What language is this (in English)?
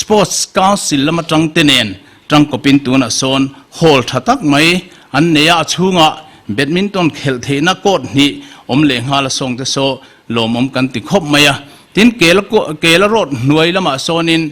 Mizo